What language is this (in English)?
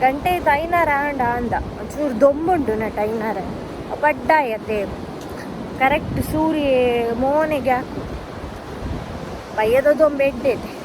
Tulu